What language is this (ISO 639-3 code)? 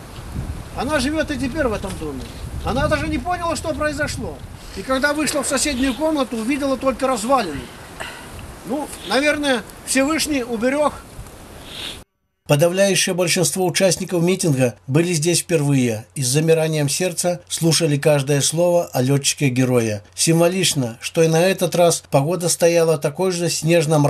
rus